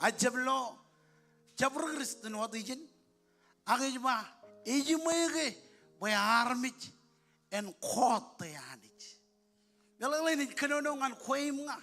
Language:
Marshallese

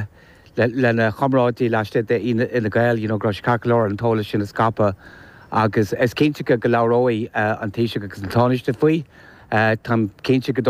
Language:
Irish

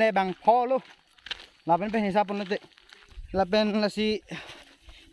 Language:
Karbi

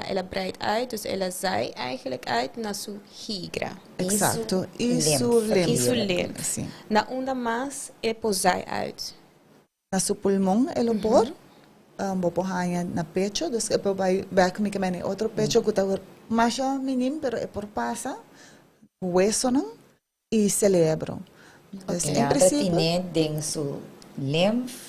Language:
Papiamento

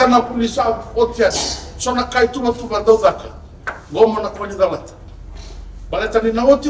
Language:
Fijian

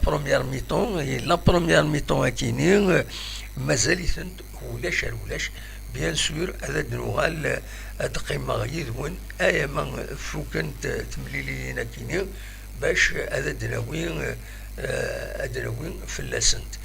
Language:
Kabyle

